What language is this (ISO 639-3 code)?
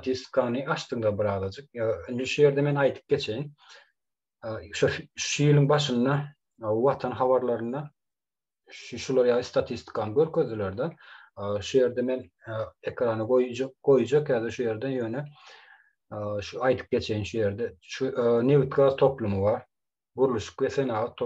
tuk